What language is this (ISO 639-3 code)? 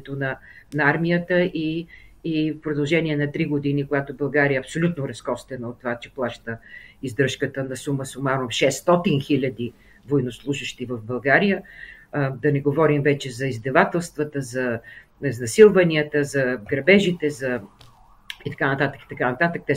bul